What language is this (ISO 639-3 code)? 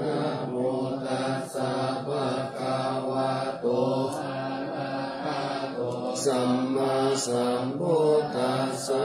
pli